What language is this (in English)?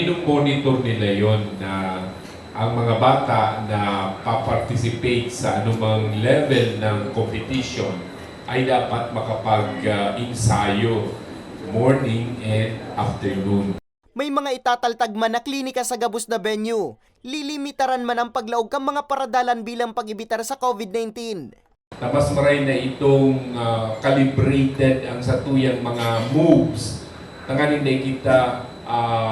Bikol